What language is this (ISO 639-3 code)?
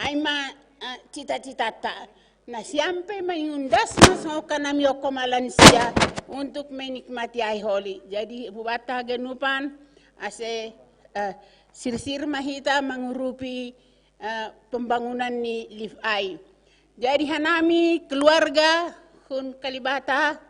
bts